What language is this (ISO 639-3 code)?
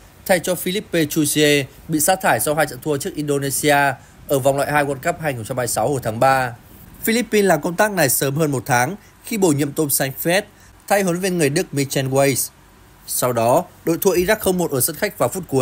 vie